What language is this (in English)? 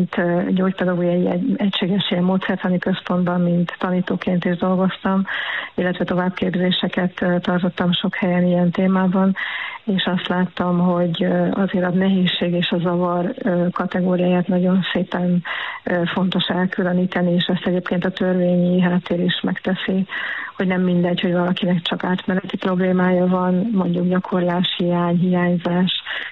Hungarian